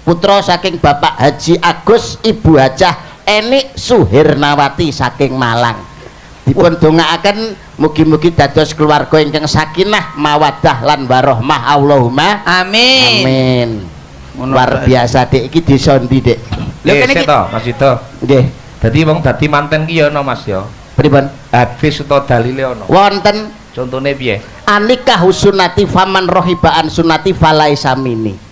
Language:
Javanese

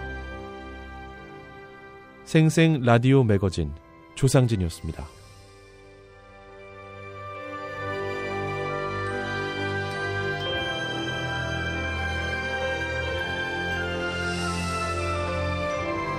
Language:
Korean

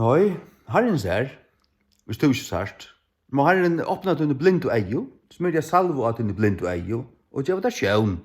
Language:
Faroese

